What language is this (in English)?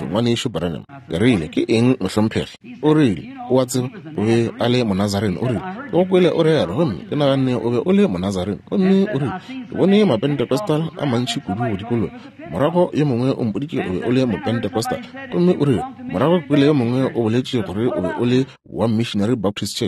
Northern Sotho